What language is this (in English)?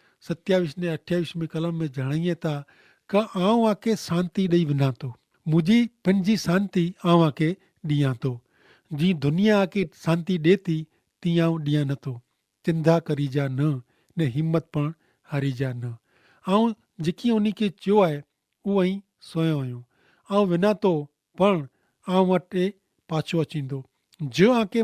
Kachhi